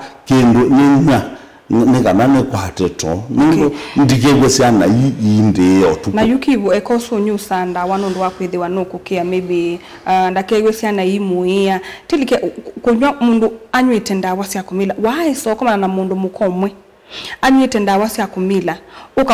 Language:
Kamba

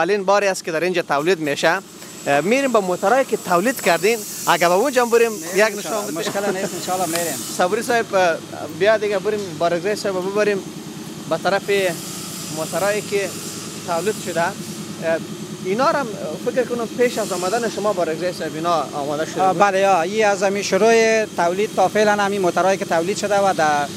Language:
Persian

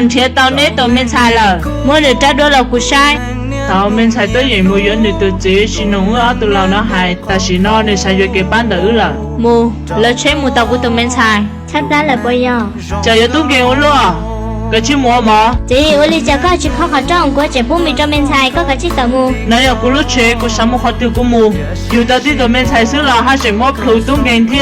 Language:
Hmong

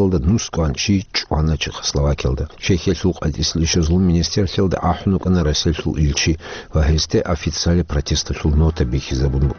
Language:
Avaric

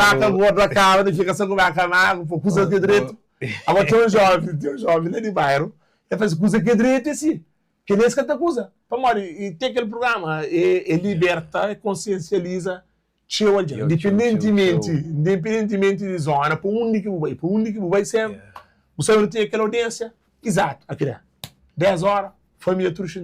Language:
Kabuverdianu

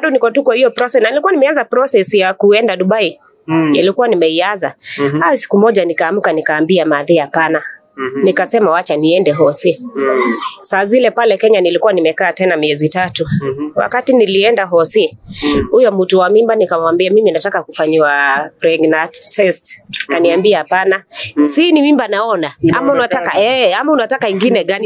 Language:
Swahili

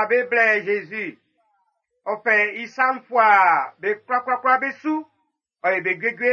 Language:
Baoulé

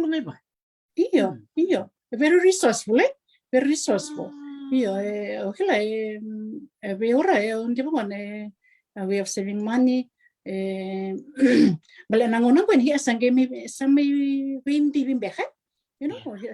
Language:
Fijian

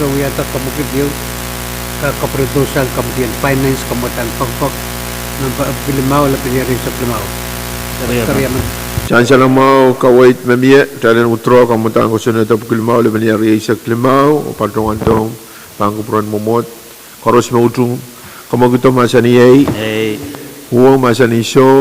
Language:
Pohnpeian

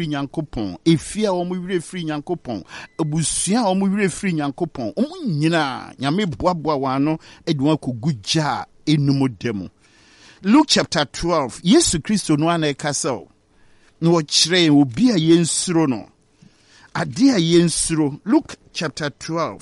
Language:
Akan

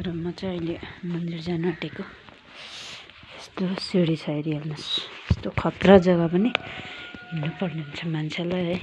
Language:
Nepali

